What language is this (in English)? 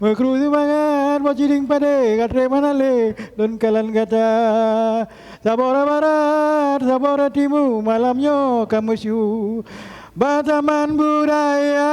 Achinese